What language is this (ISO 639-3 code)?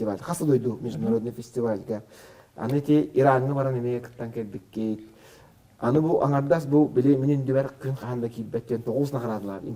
sah